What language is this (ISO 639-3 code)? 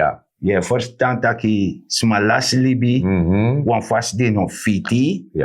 srn